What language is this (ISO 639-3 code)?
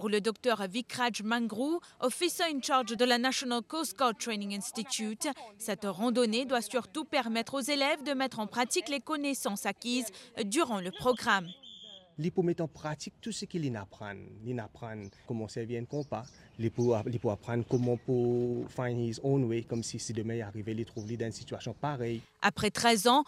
mfe